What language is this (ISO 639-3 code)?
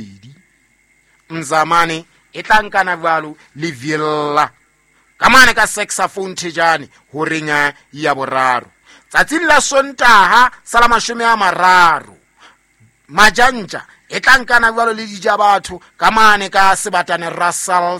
sot